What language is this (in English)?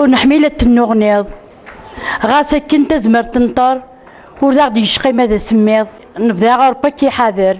Kabyle